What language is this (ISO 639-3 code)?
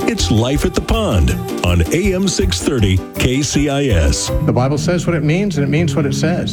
eng